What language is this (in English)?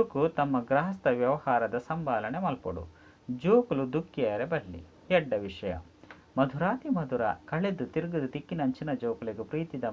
Tulu